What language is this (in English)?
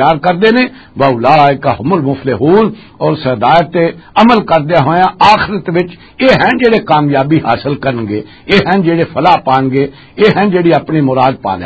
Western Panjabi